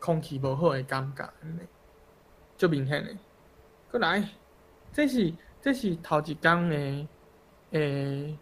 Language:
Min Nan Chinese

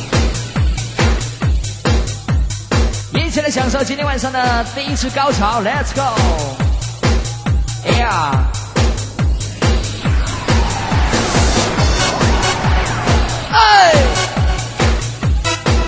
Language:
Chinese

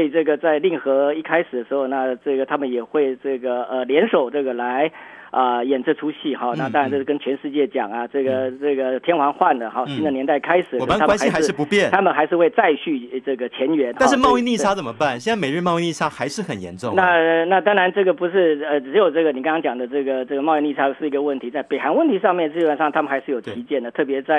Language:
Chinese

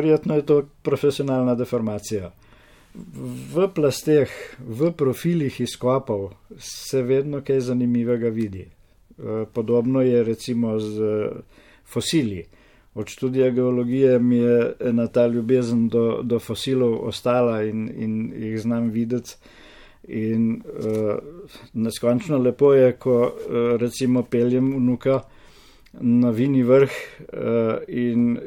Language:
Slovenian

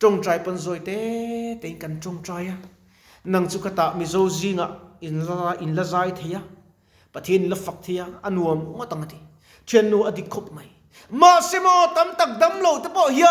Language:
Mizo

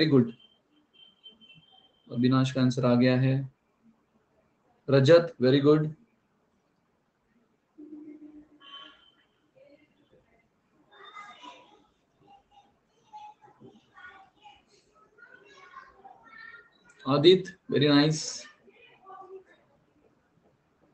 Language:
Hindi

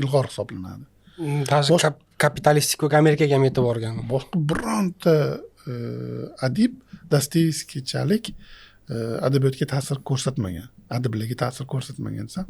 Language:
Uzbek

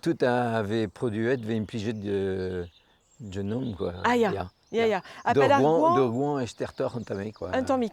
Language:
Breton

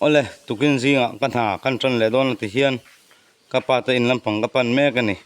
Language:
Mizo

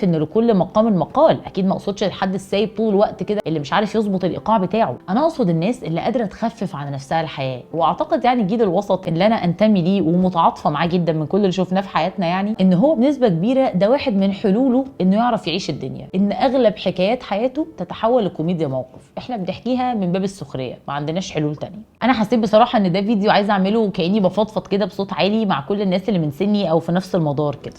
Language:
Egyptian Arabic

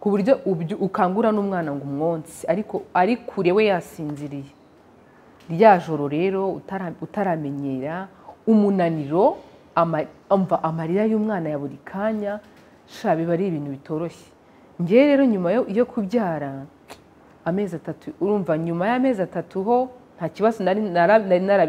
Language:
Kinyarwanda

